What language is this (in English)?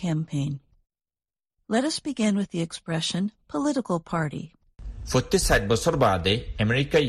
Bangla